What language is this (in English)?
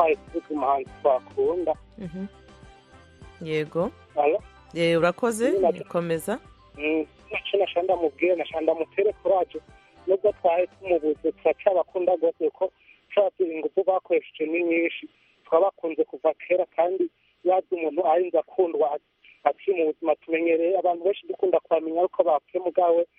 Kinyarwanda